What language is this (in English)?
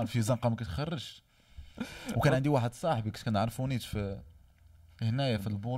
Moroccan Arabic